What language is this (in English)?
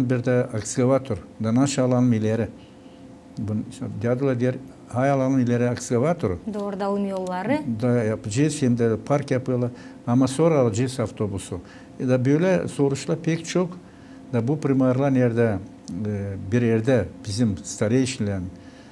Gagauz